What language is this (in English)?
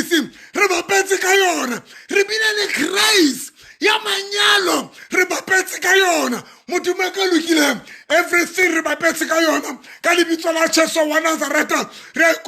Southern Sotho